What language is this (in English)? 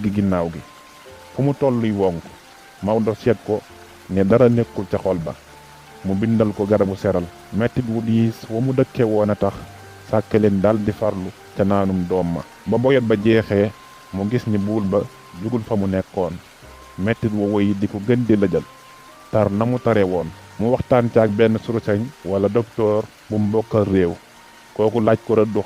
Wolof